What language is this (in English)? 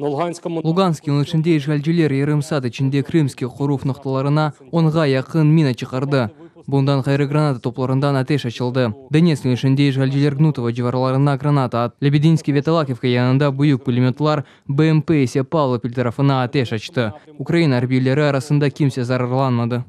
Crimean Tatar